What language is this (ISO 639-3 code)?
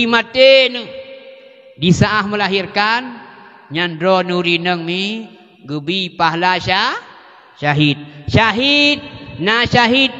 ace